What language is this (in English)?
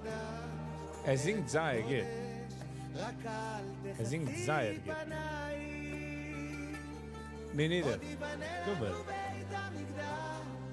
Yiddish